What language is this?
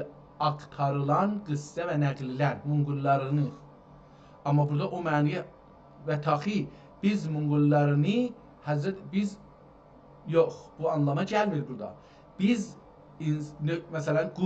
South Azerbaijani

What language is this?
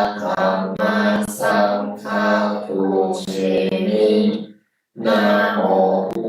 Pali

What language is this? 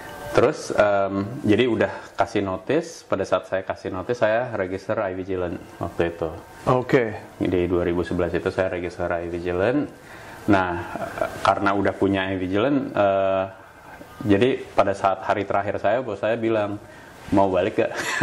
Indonesian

